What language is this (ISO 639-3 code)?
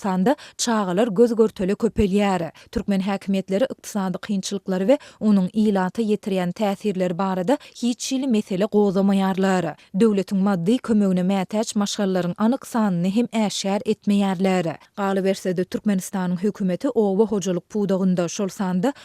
tuk